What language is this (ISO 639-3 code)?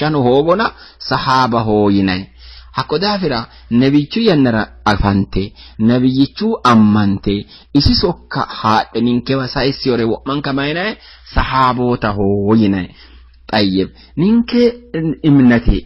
sid